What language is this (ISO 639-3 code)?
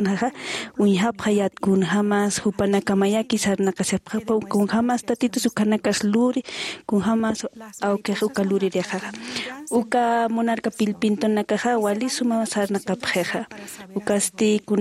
aym